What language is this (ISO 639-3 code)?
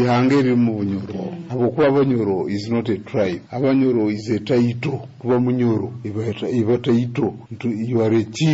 nyo